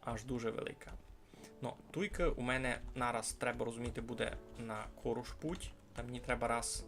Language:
Rusyn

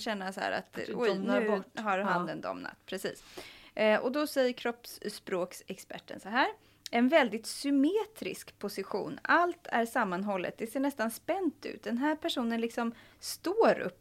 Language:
Swedish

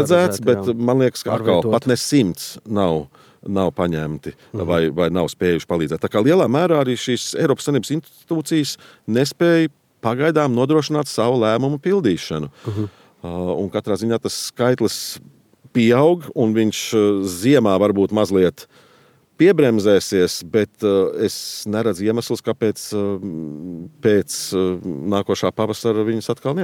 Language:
Latvian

